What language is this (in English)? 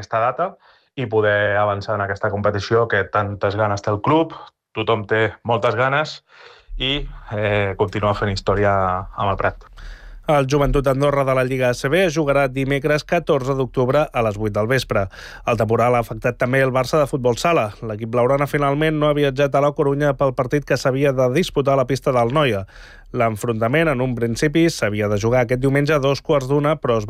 Catalan